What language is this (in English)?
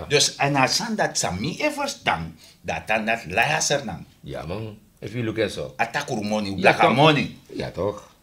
Sranan Tongo